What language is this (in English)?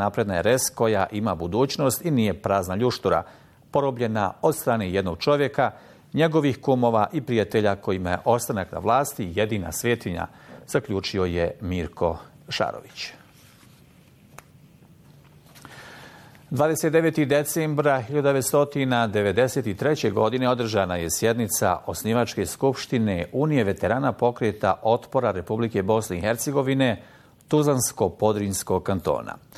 Bosnian